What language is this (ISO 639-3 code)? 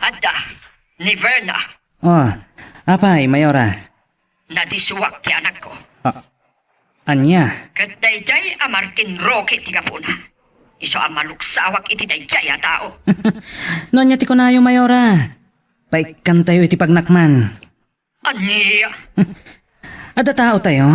ilo